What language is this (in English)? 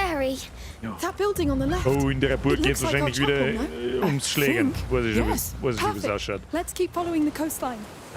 Bavarian